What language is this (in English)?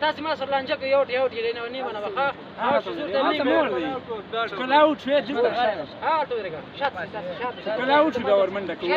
Pashto